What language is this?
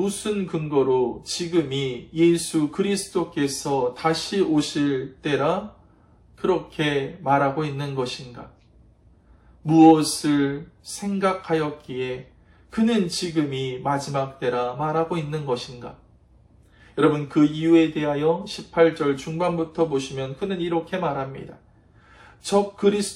Korean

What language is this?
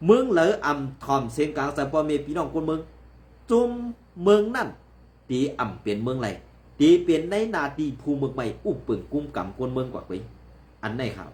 Shan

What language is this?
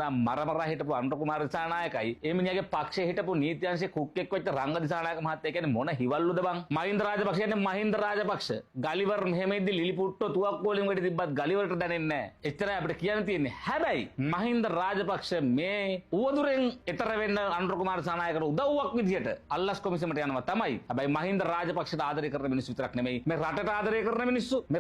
Sinhala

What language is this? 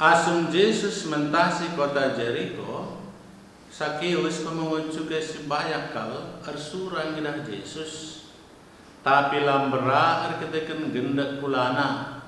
Batak Karo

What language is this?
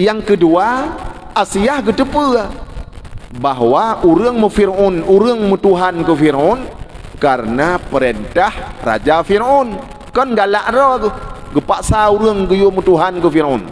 Achinese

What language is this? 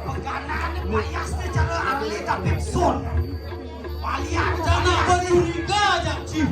Balinese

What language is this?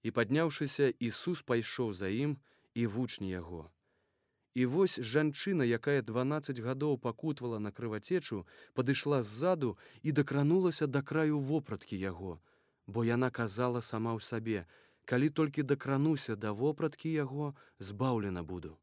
Belarusian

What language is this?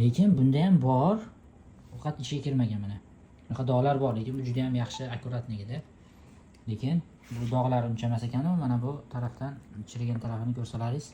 Uzbek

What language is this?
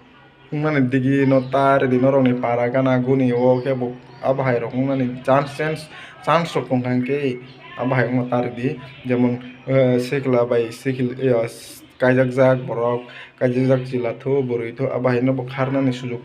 Kok Borok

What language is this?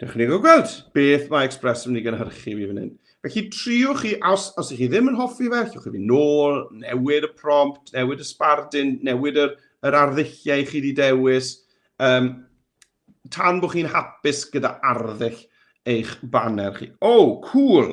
Welsh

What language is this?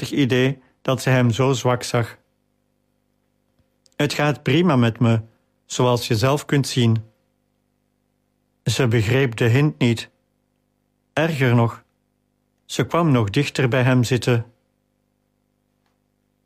Dutch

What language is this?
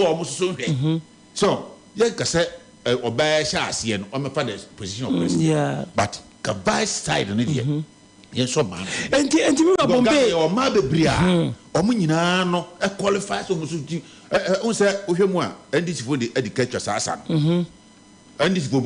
Akan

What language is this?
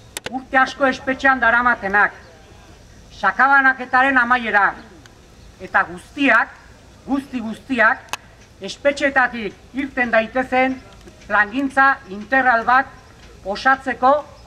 Basque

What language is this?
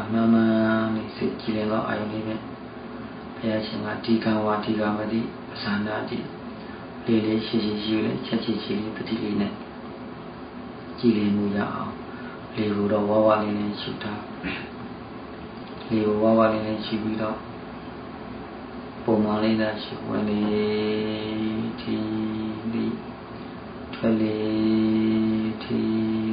Burmese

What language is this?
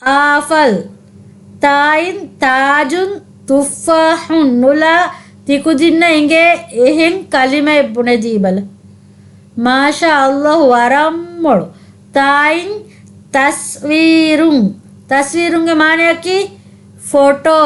Divehi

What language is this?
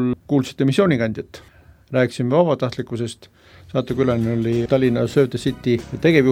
Estonian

